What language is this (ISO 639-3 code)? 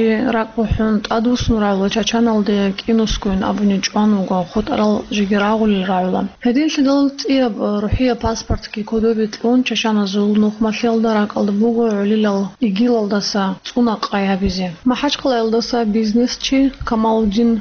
ava